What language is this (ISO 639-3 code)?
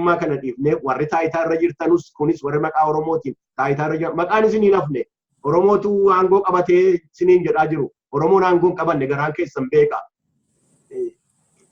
orm